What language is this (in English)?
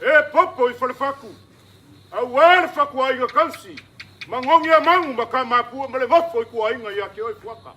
Samoan